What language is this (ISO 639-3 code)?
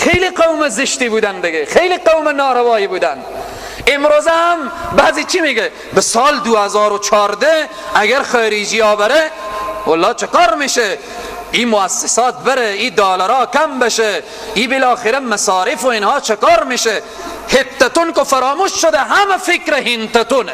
fas